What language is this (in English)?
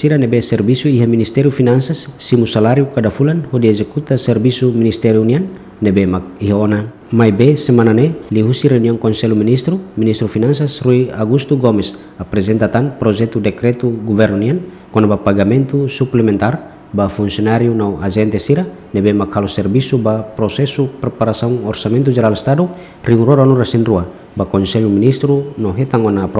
Tetum